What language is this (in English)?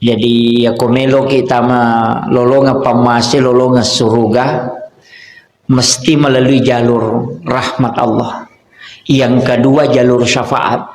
Buginese